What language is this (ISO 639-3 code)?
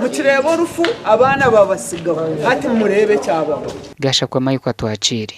nyn